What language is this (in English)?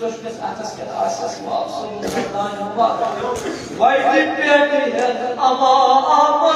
Kashmiri